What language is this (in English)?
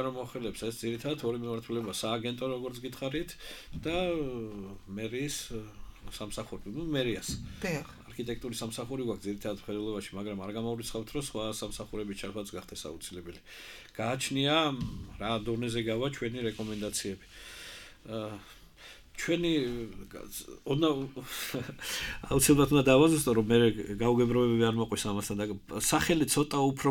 Georgian